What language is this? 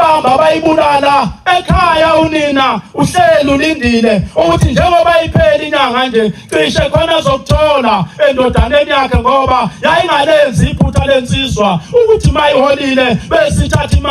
Zulu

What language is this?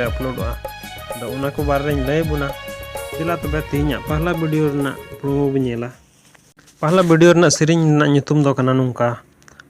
Santali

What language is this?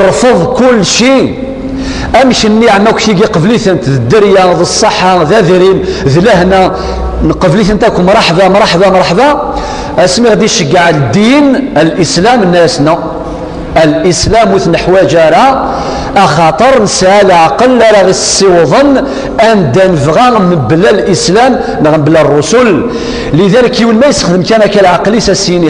Kabyle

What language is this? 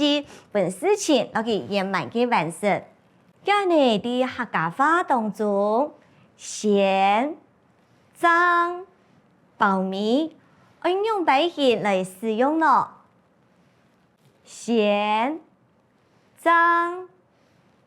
Hakka Chinese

